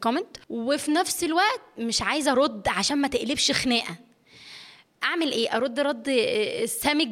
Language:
Egyptian Arabic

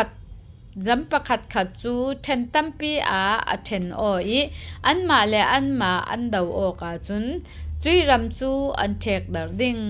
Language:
Falam Chin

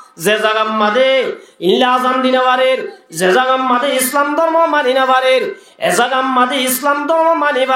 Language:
Rohingya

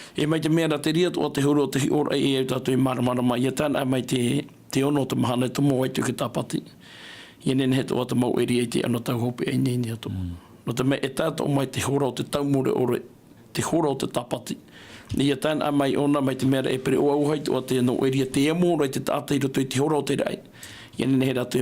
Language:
Tahitian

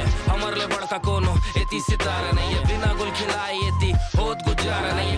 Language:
Chhattisgarhi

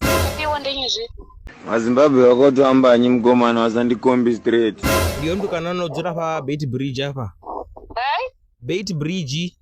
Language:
Venda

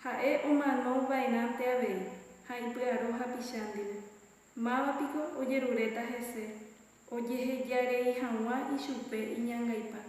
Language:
Guarani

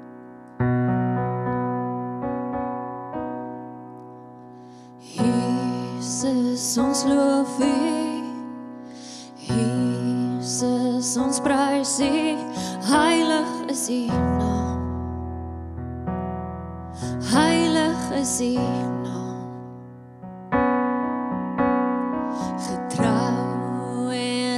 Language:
Afrikaans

